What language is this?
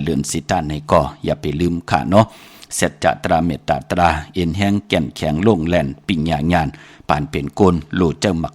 Shan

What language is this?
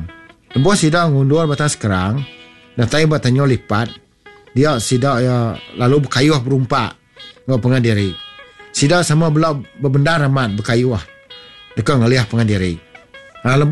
Iban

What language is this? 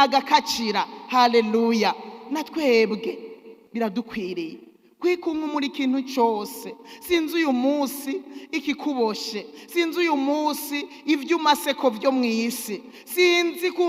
Rundi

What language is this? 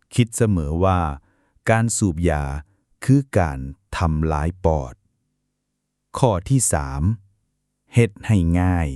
Lao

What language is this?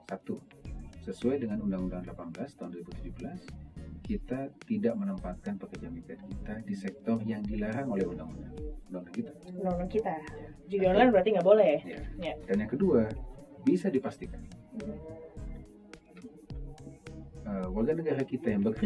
Indonesian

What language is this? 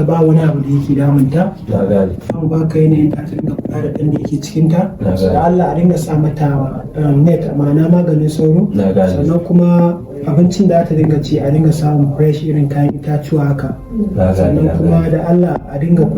Hausa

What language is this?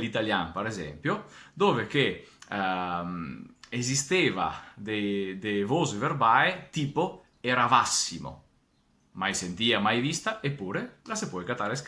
Venetian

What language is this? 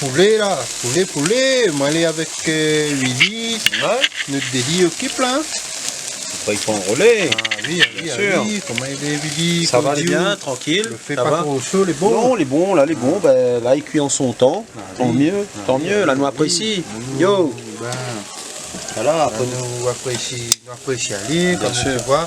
Réunion Creole French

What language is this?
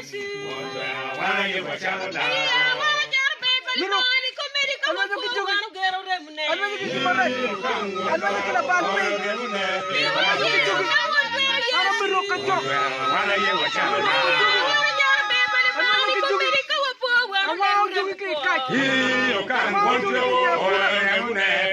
Acoli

